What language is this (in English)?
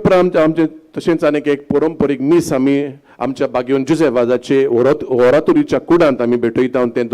Konkani